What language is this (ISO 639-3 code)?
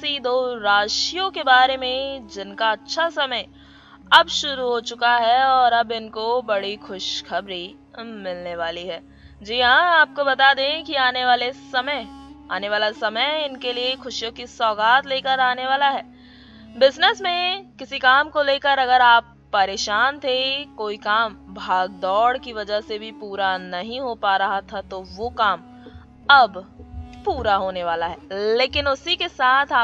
hin